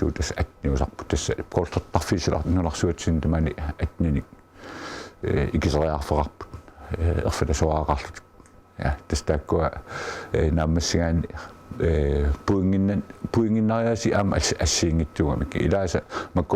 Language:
Kalaallisut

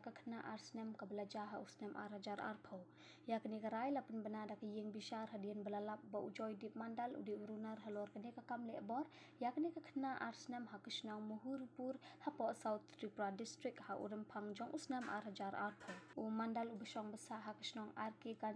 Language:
Khasi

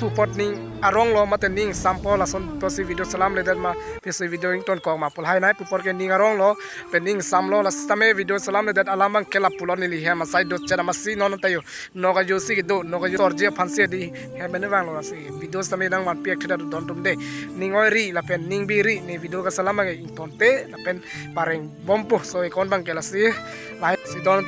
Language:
Karbi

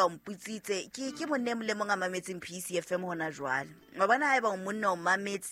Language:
Southern Sotho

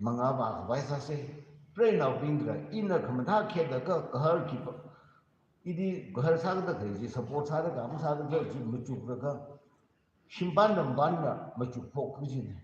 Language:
Tangkhul Naga (India)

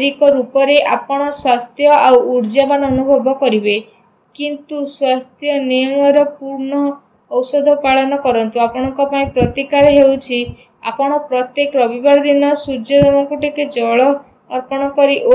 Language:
Odia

